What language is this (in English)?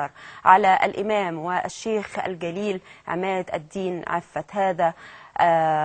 Egyptian Arabic